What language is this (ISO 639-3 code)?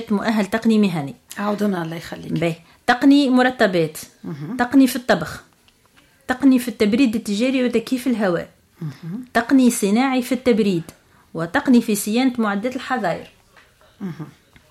aeb